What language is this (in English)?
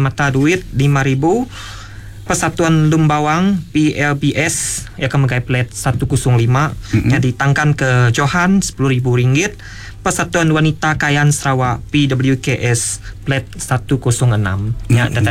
Iban